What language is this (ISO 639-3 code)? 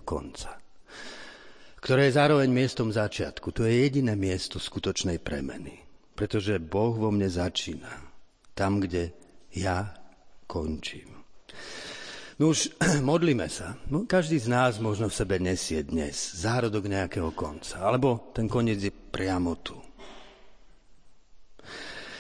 slk